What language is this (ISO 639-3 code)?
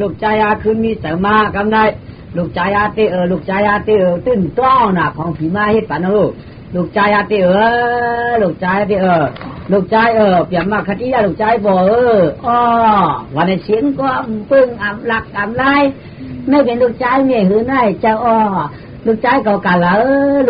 shn